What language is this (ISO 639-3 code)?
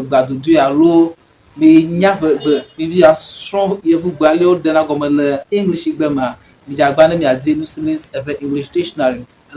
ewe